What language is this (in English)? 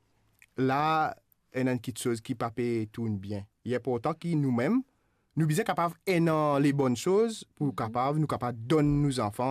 Morisyen